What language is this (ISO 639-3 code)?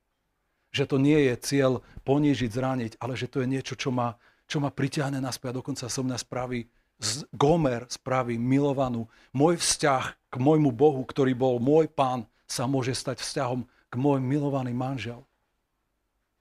slk